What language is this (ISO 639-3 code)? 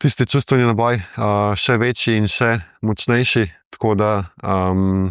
slv